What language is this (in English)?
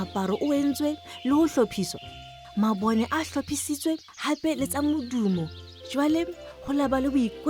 Southern Sotho